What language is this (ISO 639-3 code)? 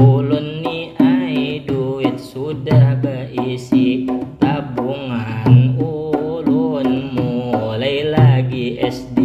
bjn